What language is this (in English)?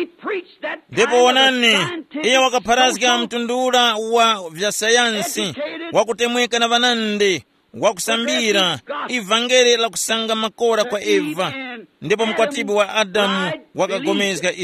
Tumbuka